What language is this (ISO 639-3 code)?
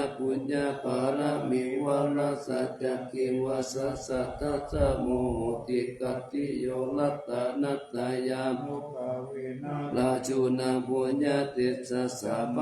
pli